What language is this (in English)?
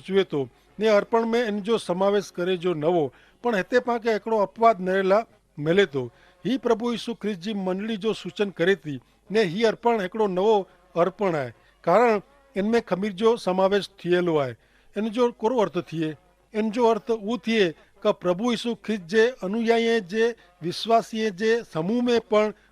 Kachhi